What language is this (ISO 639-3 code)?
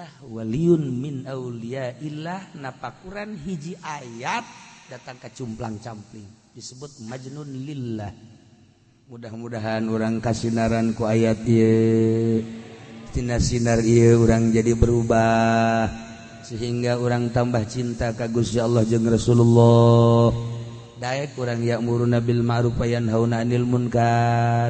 sun